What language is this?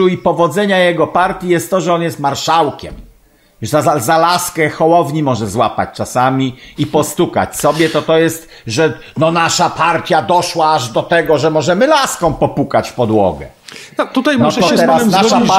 Polish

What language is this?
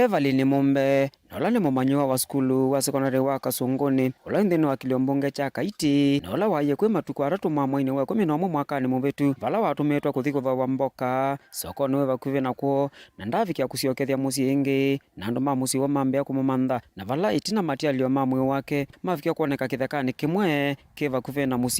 Kamba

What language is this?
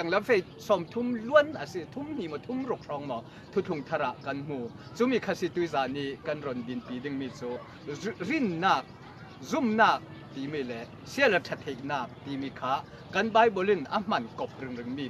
Falam Chin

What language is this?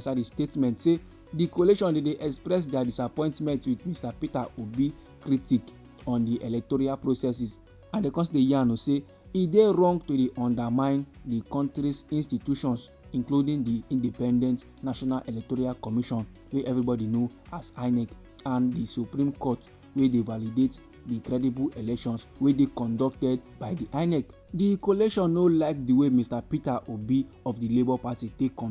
Nigerian Pidgin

